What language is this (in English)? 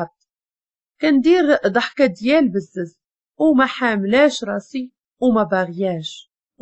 Moroccan Arabic